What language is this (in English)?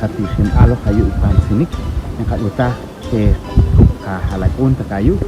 Poqomchi'